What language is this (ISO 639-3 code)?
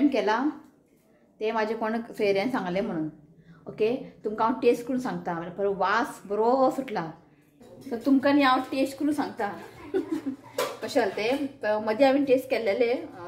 kok